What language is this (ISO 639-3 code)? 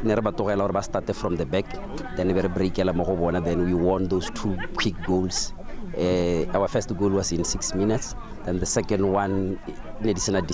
tsn